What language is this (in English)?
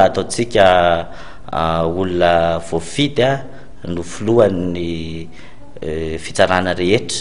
Malagasy